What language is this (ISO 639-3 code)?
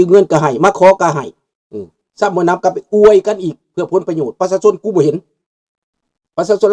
lao